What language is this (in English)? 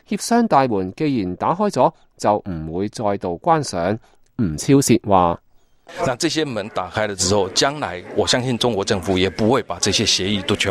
Cantonese